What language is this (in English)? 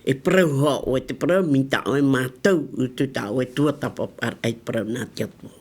Tahitian